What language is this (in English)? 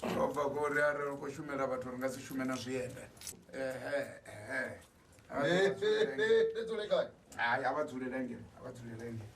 Venda